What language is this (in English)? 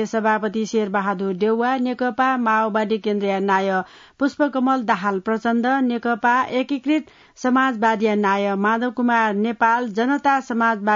Newari